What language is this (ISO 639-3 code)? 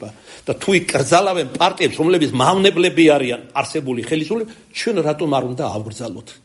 kat